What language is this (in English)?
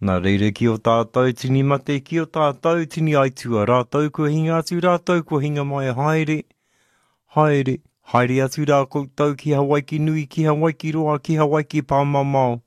Māori